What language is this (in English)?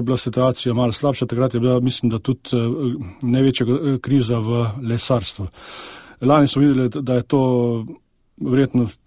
Slovenian